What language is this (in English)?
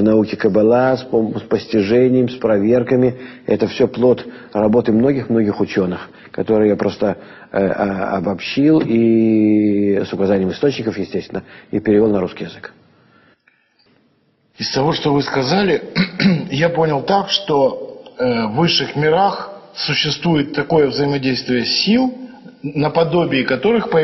Russian